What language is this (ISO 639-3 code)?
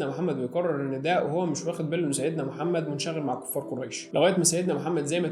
arz